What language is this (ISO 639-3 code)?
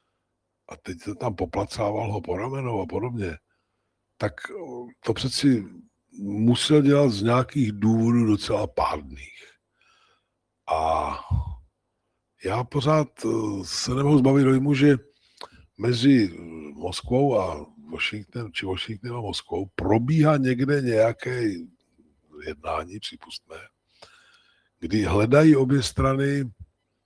ces